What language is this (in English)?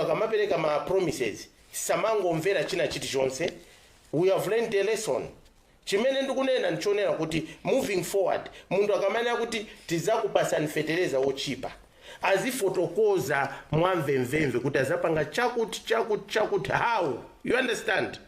Nyanja